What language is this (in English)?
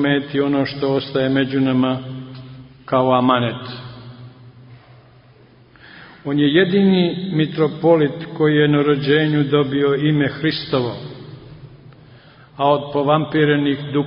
Serbian